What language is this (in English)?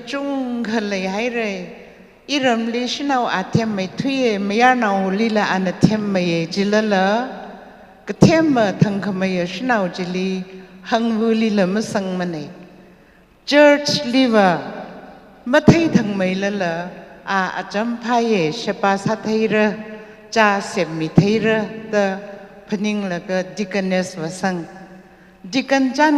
Tangkhul Naga (India)